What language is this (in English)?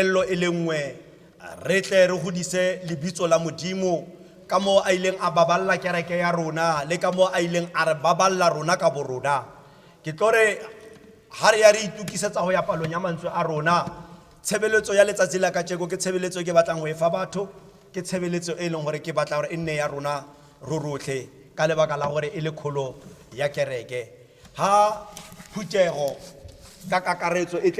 Tswana